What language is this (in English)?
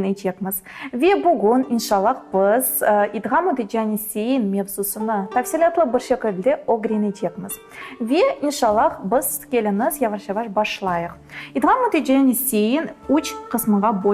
Crimean Tatar